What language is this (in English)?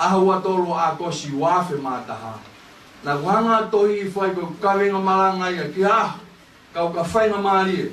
Tongan